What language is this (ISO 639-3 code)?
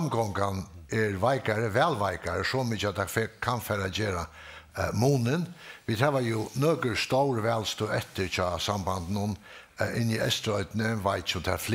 fao